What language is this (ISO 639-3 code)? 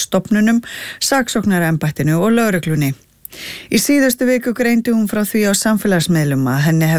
isl